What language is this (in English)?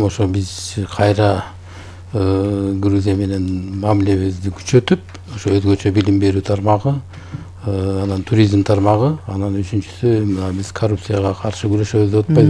Kyrgyz